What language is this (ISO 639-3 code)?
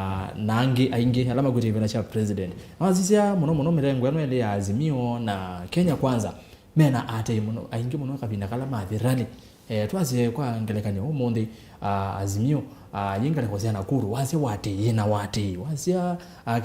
kam